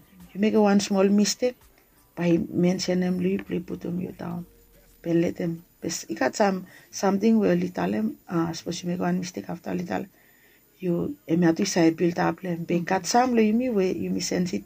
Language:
Bislama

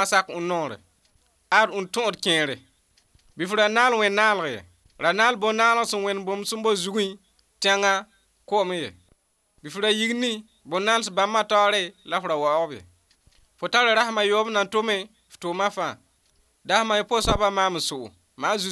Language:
Mossi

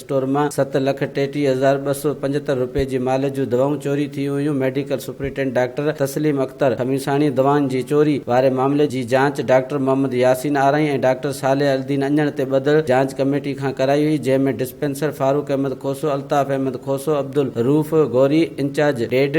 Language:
Sindhi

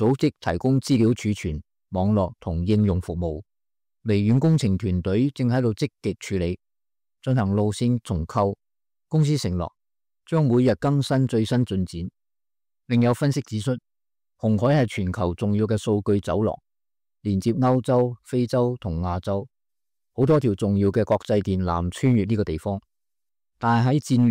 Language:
Cantonese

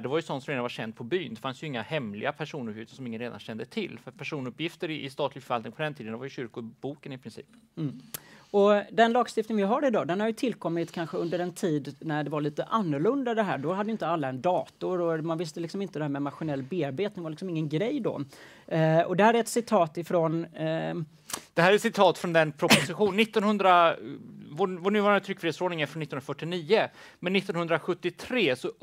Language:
Swedish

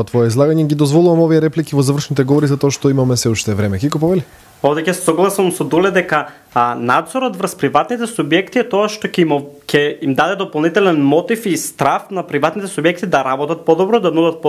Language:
Macedonian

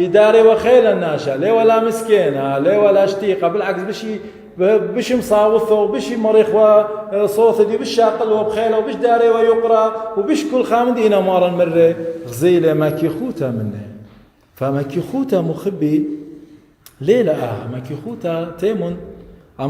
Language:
Assyrian Neo-Aramaic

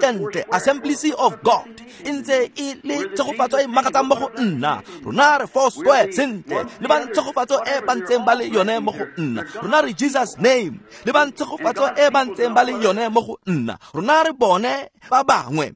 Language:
Tswana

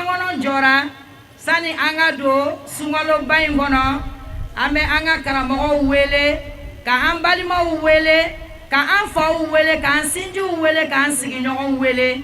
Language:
Bambara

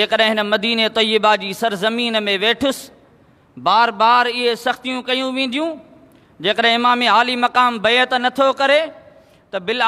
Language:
Sindhi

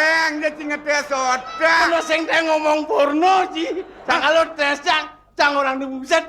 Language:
Balinese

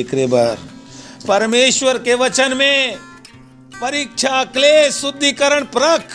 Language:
Chhattisgarhi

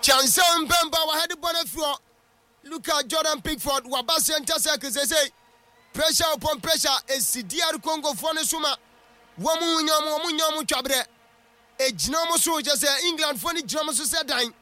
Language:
Akan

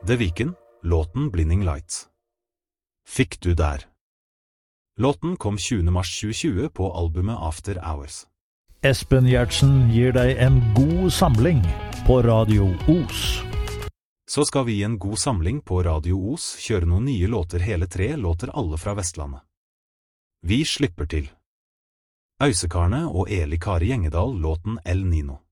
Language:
Norwegian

